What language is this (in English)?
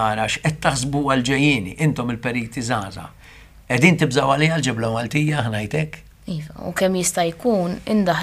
Maltese